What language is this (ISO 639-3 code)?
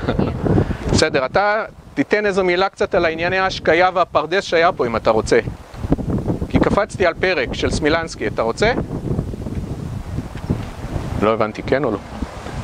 heb